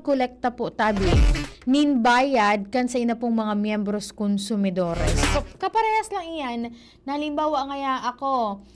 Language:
Bikol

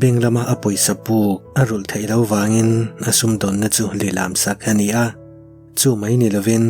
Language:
Mizo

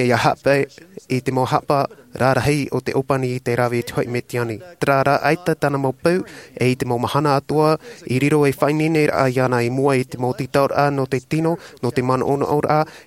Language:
Tahitian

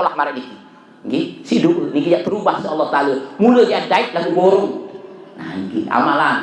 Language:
Sasak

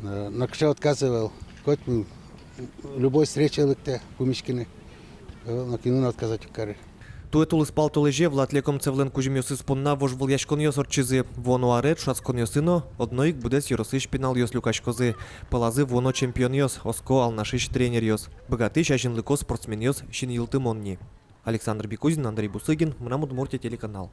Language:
Udmurt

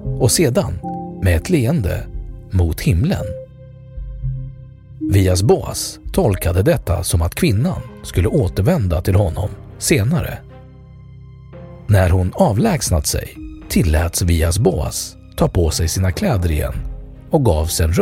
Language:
Swedish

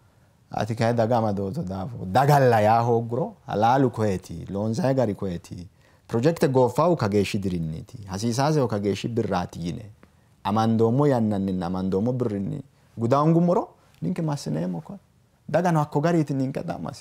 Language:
Sidamo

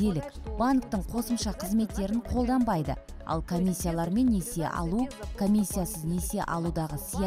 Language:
Kazakh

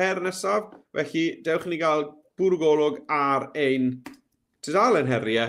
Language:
Welsh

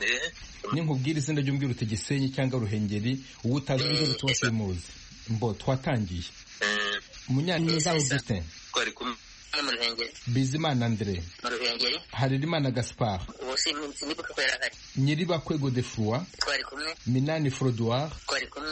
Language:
Kinyarwanda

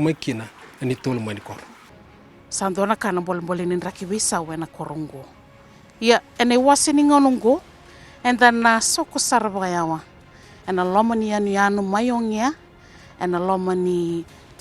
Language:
Fijian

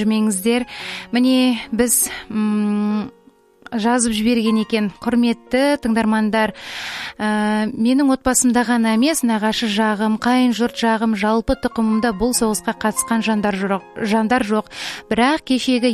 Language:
Kazakh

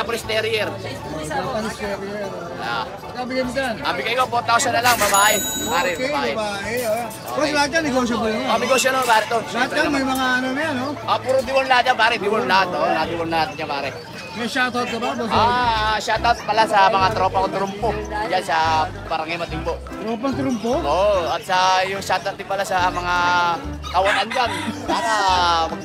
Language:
Filipino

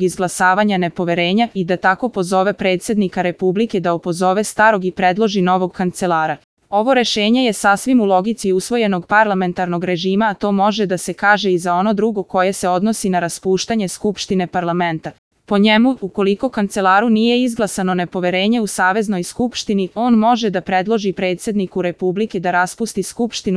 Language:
Serbian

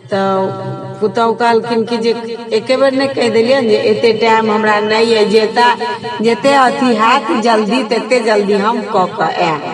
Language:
Maithili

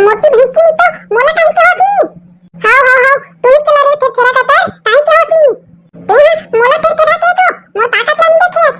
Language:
Chhattisgarhi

